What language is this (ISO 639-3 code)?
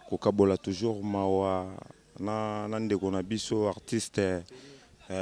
lin